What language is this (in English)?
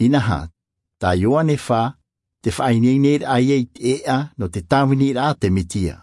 Tahitian